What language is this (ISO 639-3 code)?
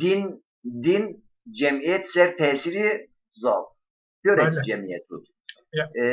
zza